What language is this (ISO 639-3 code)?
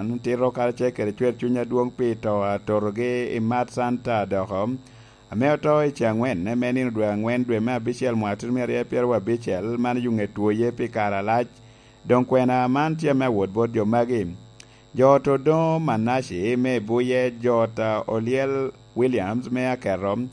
laj